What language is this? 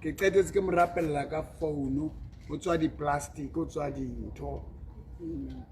Southern Sotho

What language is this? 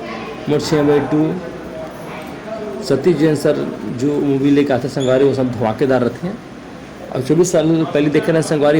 Chhattisgarhi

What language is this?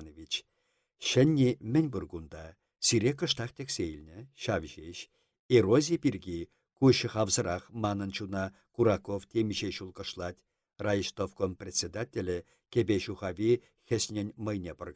Chuvash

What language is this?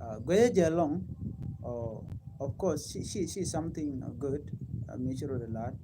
Nuer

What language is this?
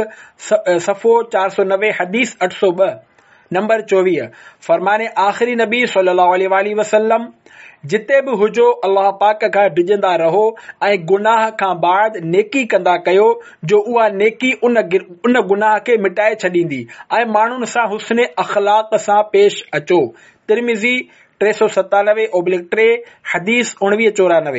Sindhi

